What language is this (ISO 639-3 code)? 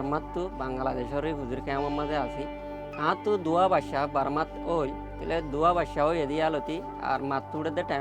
rhg